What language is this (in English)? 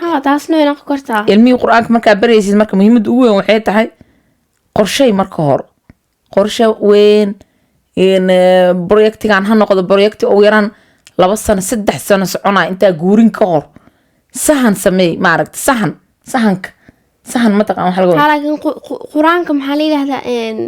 Somali